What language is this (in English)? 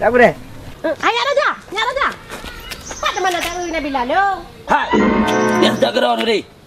Achinese